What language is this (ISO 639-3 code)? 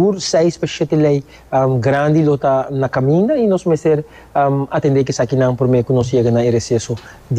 pap